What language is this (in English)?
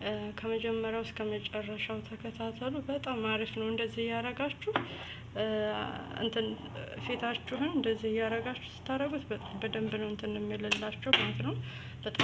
Amharic